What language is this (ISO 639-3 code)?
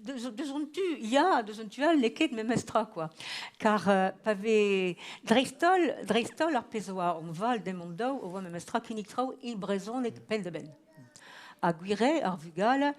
bre